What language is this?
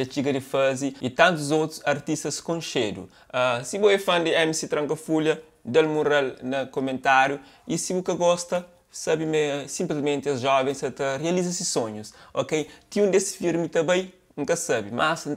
Kabuverdianu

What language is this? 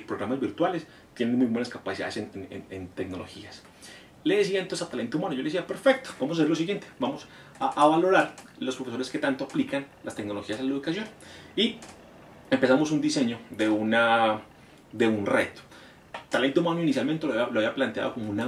Spanish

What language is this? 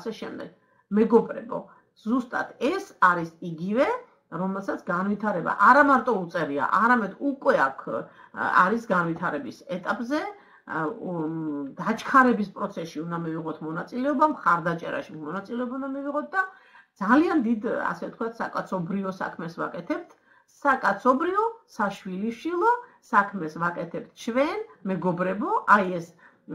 Georgian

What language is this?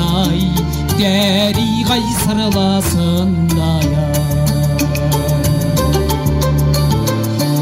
Kazakh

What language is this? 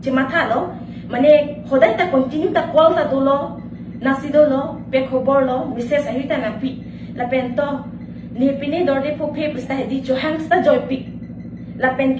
Karbi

